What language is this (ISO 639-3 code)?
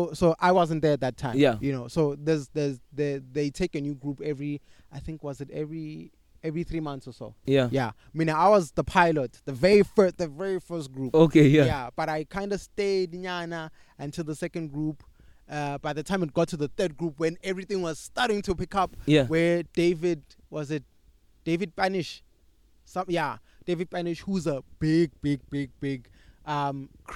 eng